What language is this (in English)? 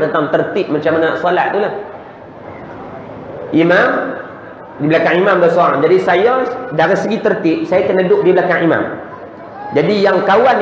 Malay